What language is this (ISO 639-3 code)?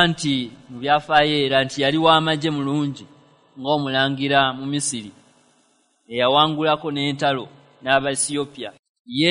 lug